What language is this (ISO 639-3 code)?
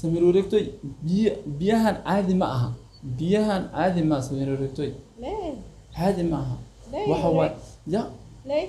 som